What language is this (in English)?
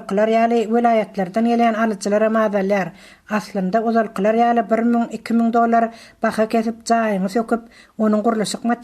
Turkmen